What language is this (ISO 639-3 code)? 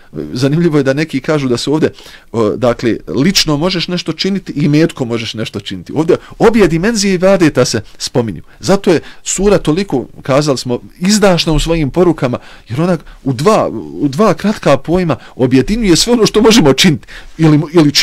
bos